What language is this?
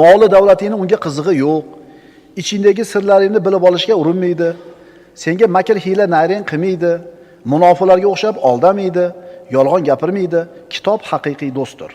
Uzbek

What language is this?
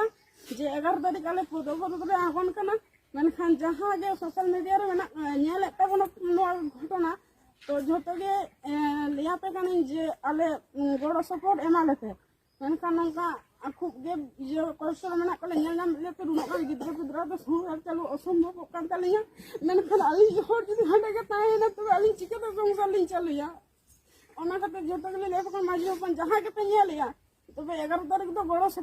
Santali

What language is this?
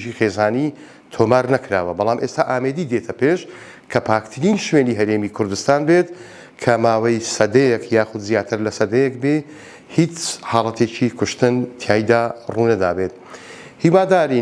Central Kurdish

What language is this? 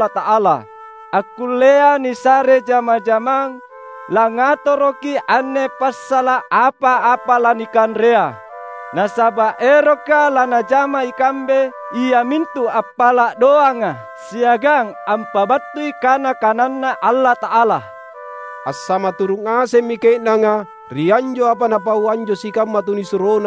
Makasar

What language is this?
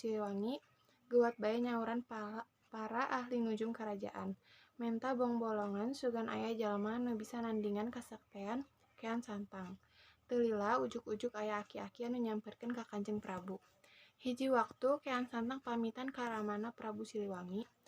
Sundanese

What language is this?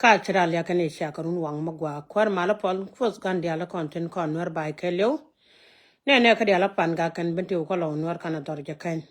Nuer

